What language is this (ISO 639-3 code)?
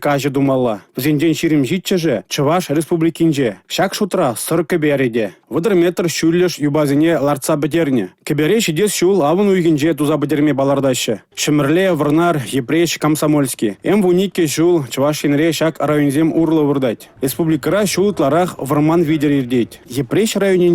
chv